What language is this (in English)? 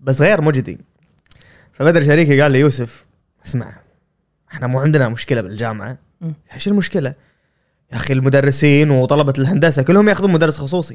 Gulf Arabic